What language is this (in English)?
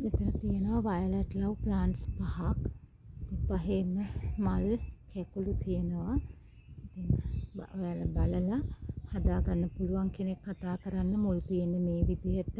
Sinhala